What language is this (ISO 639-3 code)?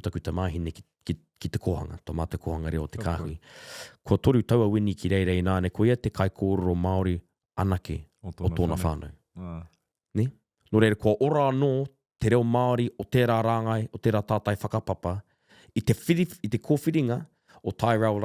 mri